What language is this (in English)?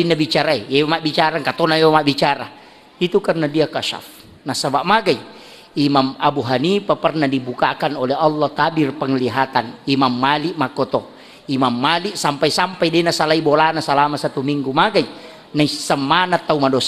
Buginese